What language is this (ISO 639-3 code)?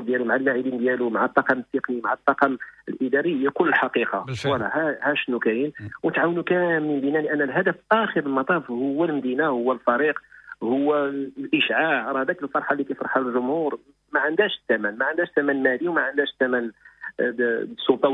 ary